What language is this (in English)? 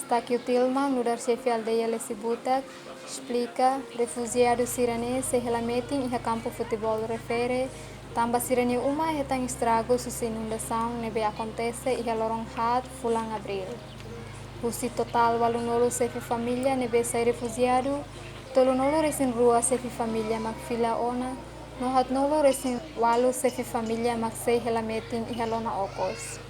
Tetum